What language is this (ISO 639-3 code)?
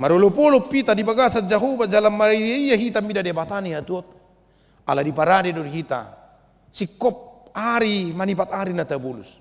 bbc